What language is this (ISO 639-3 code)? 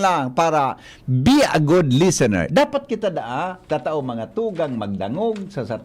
bik